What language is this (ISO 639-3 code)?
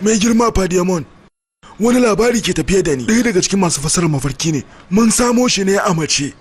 hau